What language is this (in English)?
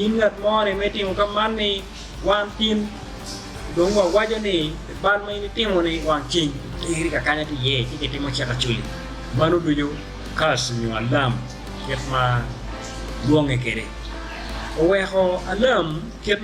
Acoli